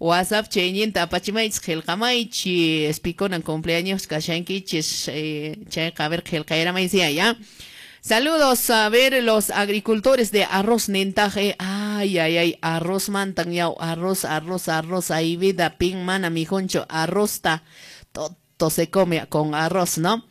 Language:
Quechua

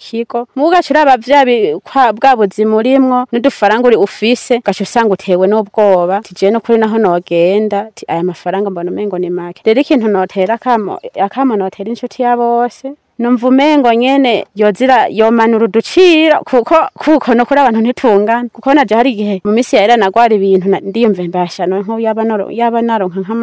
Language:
Rundi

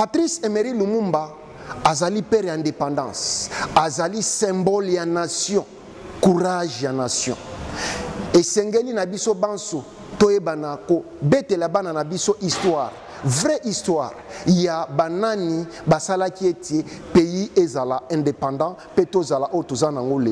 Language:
Lingala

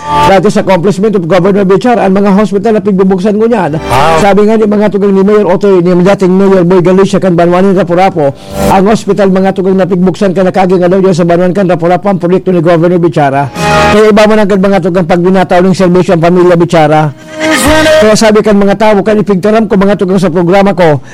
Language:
Bikol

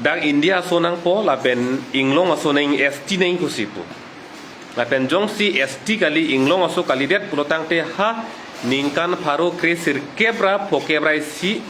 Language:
Karbi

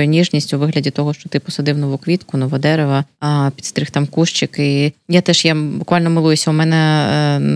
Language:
Ukrainian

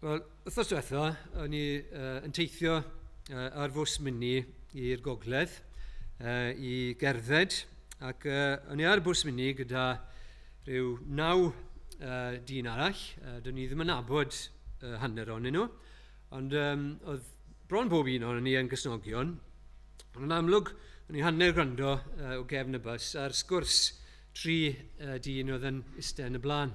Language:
Welsh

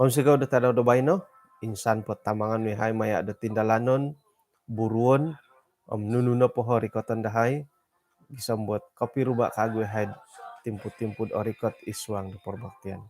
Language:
Central Dusun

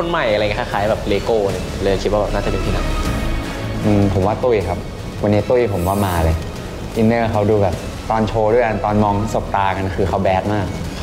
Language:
Thai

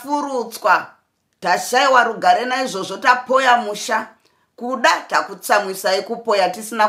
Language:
Shona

